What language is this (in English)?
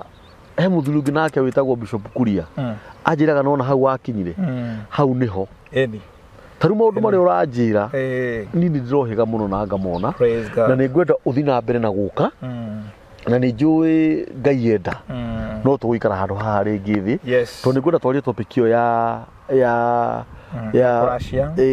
Kikuyu